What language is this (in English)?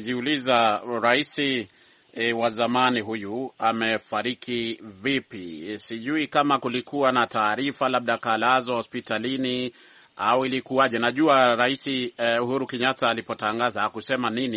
Swahili